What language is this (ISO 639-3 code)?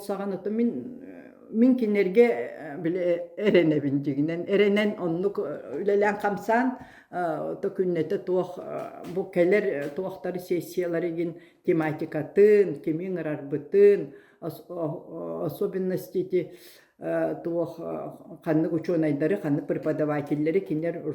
sah